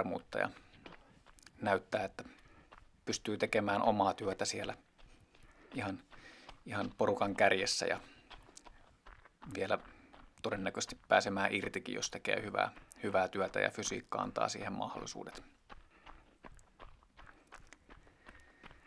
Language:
Finnish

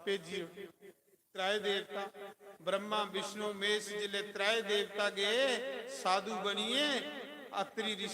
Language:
Dogri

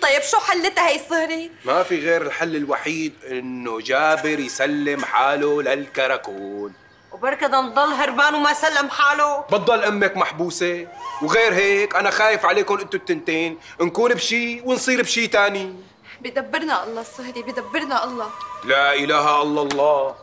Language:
North Levantine Arabic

